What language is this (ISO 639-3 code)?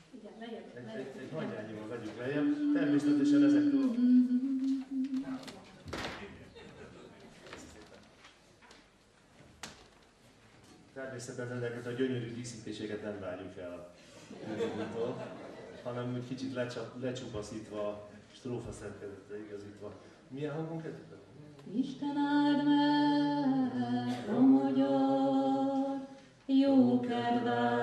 hun